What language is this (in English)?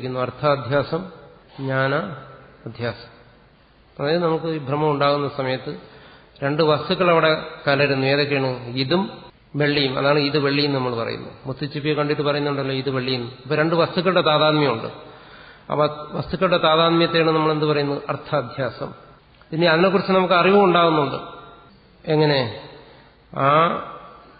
Malayalam